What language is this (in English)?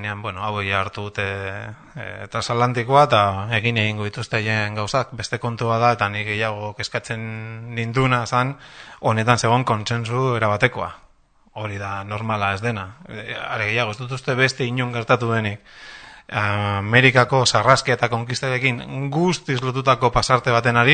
Basque